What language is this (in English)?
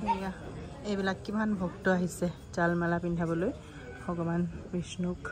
Assamese